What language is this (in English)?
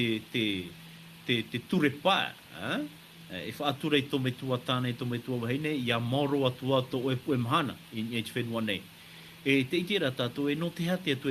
Tahitian